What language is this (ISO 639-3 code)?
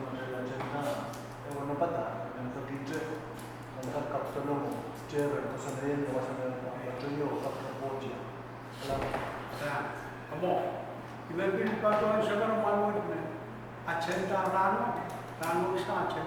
pon